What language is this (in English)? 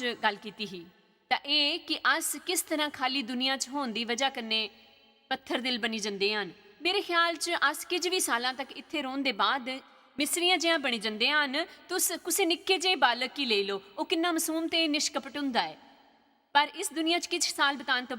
Dogri